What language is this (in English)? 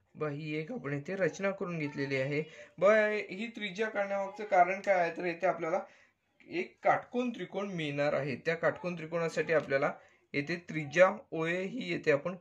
Marathi